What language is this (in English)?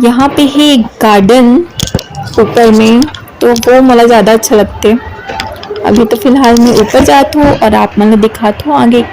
Chhattisgarhi